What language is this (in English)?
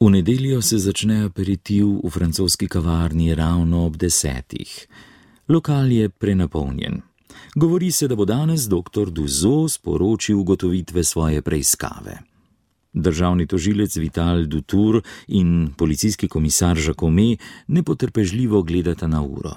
Slovenian